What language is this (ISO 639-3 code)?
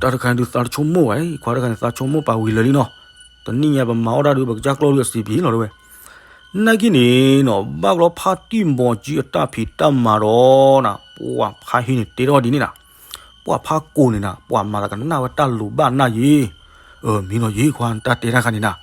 ksw